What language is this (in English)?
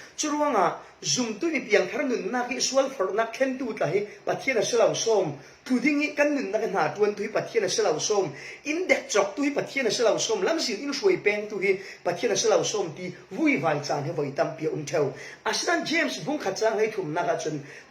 Falam Chin